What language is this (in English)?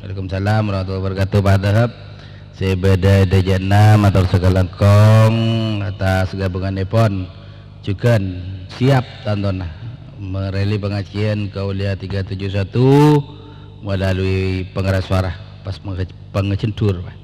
Madurese